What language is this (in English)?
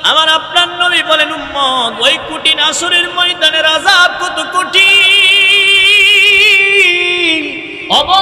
Bangla